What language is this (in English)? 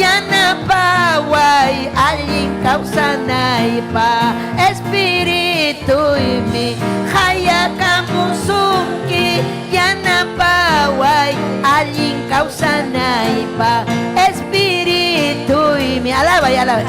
Ayacucho Quechua